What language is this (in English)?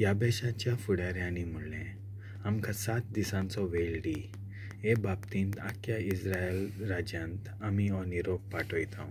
Konkani